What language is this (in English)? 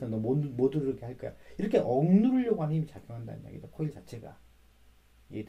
Korean